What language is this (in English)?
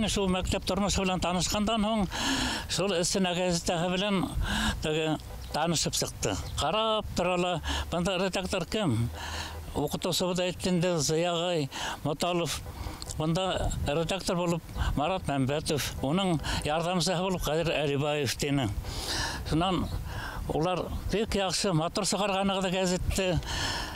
Bashkir